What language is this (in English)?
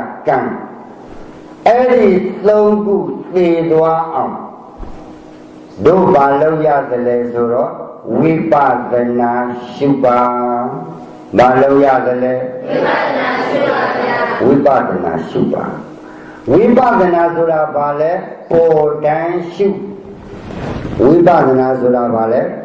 Burmese